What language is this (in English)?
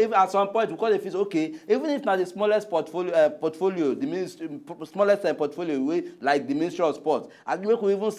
Nigerian Pidgin